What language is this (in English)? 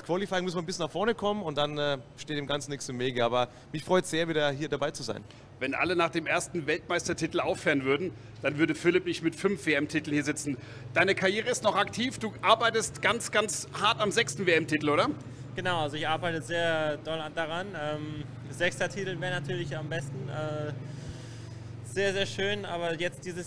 German